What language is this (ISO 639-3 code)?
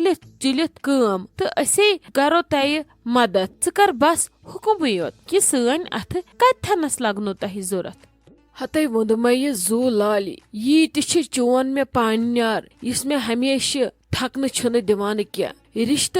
kas